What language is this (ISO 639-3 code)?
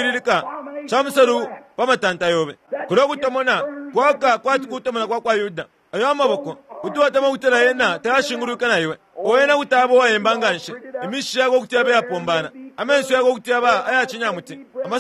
bem